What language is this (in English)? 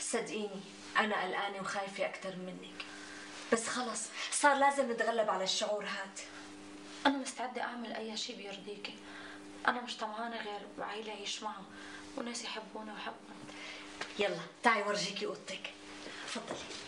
North Levantine Arabic